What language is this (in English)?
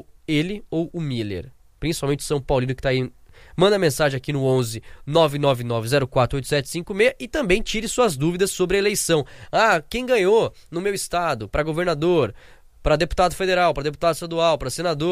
Portuguese